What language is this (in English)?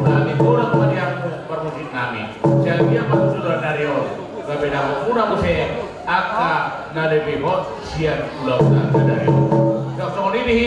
Batak Toba